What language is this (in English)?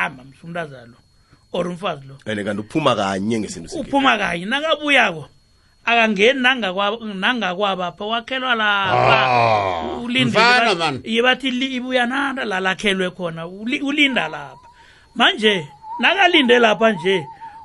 South Ndebele